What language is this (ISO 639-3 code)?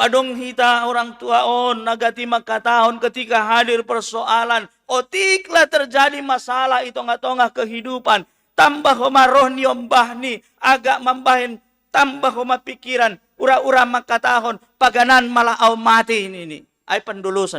bts